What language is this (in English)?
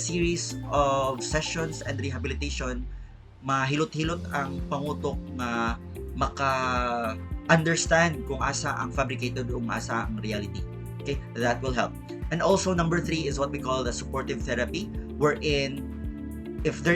Cebuano